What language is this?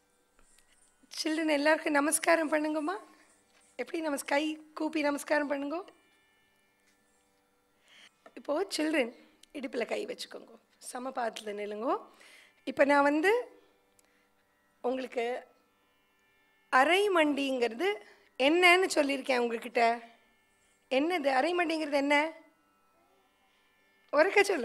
Tamil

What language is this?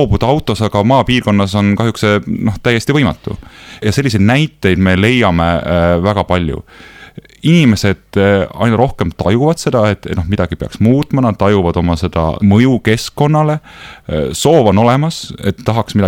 Estonian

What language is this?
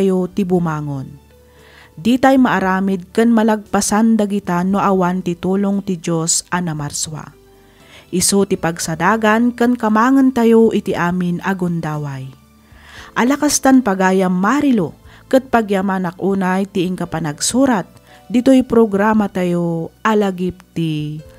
Iloko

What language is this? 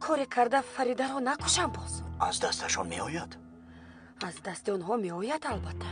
Tajik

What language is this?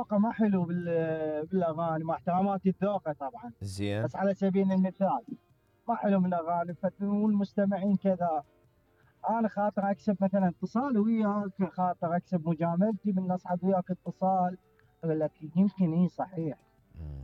Mesopotamian Arabic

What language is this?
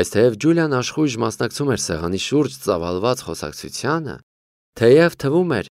Armenian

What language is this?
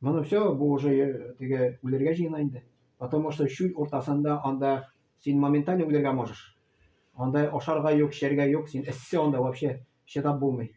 Tatar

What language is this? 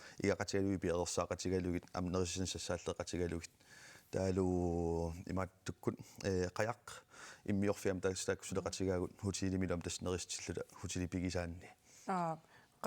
Kalaallisut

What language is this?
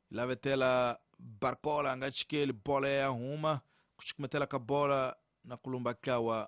Tsonga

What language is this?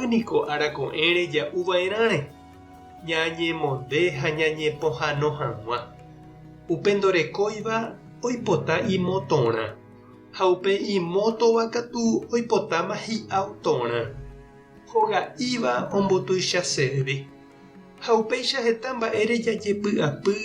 Guarani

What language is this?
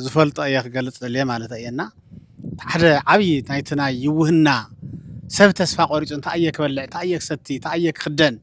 Tigrinya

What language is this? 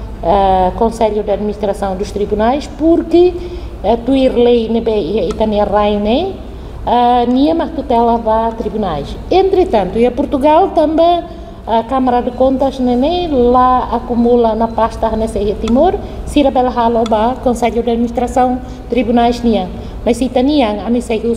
Tetum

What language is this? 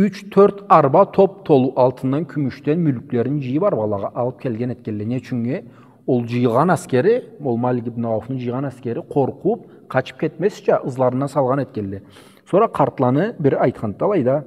Karachay-Balkar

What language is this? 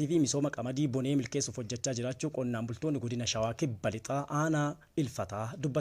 Oromo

